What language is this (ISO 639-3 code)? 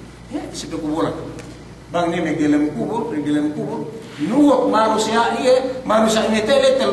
yka